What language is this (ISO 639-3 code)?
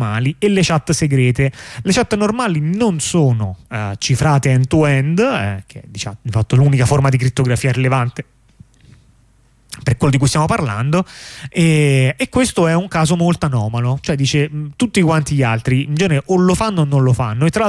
ita